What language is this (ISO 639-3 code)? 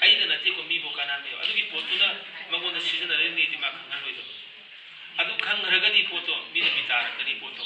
mni